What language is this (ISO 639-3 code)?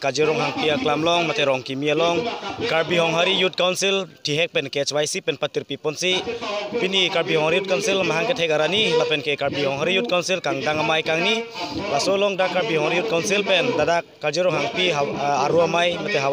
mjw